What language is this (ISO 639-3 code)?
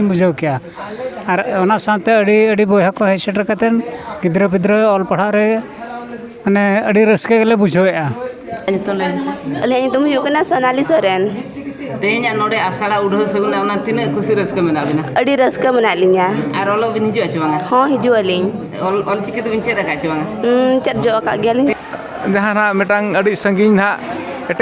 sat